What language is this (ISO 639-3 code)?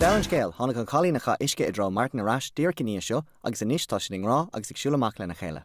gle